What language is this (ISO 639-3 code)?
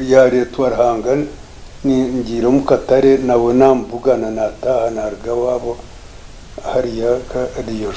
nyn